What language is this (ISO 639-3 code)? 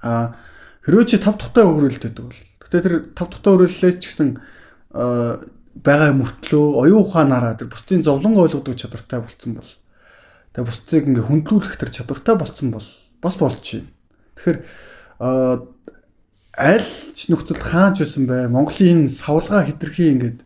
mon